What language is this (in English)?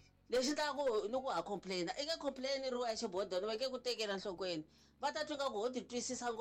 Tsonga